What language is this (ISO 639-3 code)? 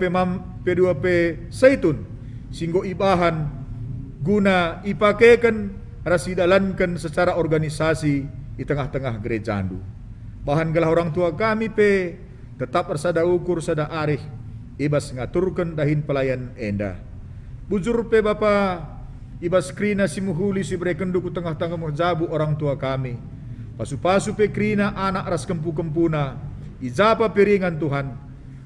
btx